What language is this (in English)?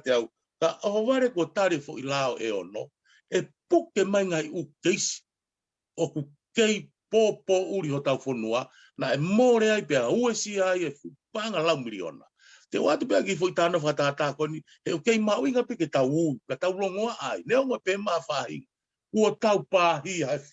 Tongan